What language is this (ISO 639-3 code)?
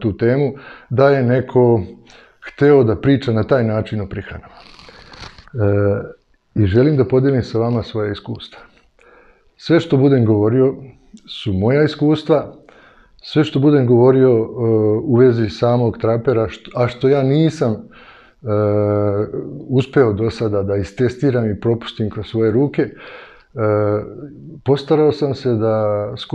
srp